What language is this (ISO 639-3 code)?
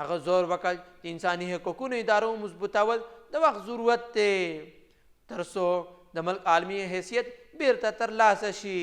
pus